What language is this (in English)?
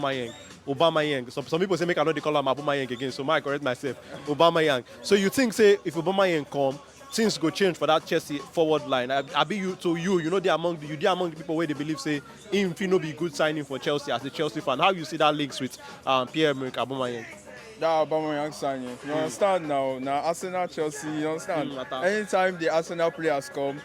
Nigerian Pidgin